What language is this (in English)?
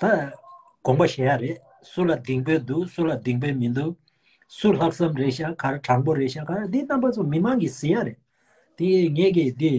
Tibetan